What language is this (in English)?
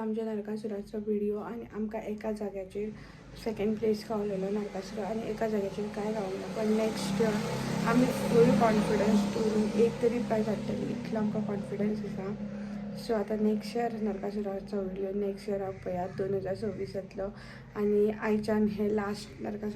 Konkani